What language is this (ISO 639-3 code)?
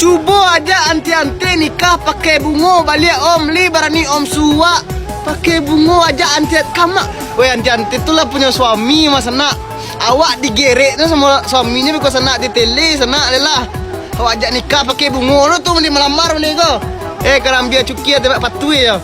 min